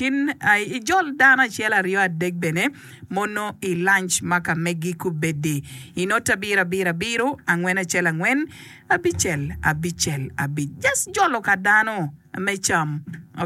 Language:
Acoli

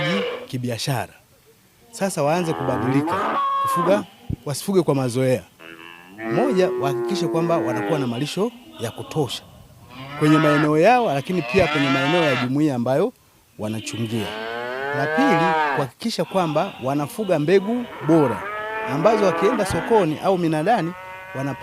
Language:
Swahili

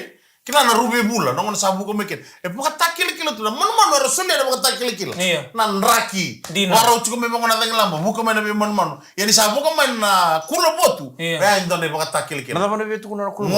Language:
Fijian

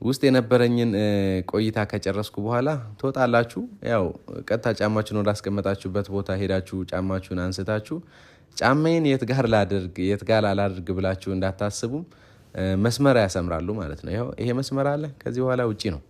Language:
Amharic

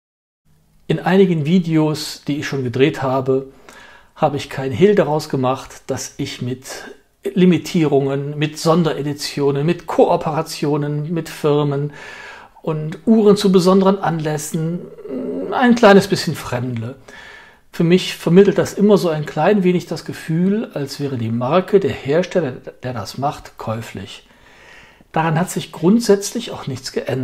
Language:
German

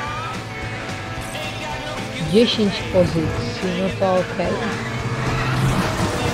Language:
Polish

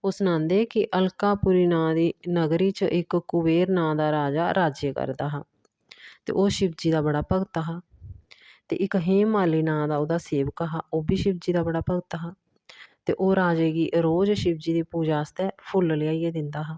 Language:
Dogri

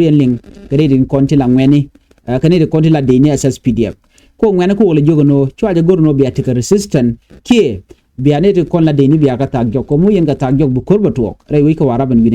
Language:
Nuer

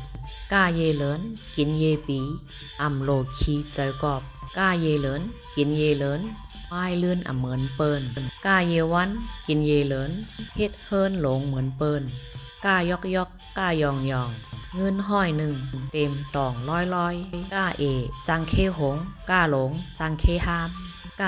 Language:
Shan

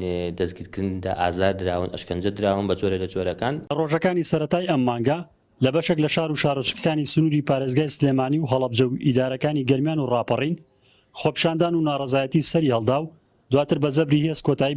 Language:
Central Kurdish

